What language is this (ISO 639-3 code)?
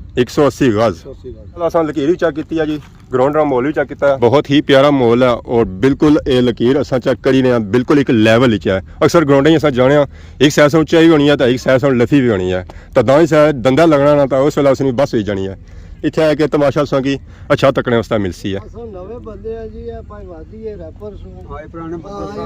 phr